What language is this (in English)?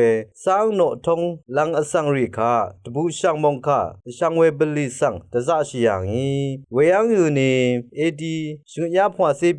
Rawang